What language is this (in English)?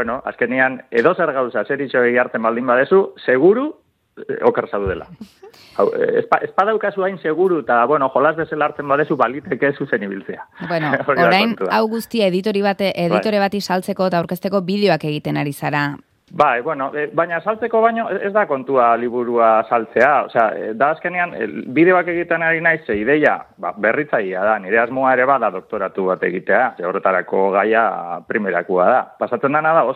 Basque